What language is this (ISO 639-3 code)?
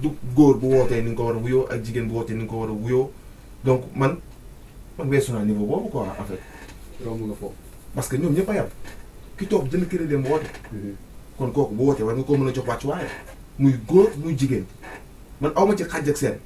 wol